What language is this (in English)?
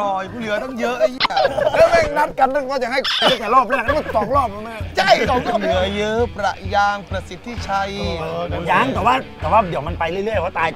Thai